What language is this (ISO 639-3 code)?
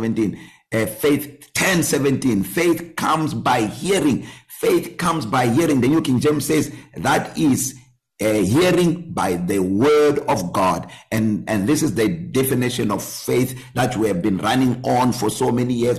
eng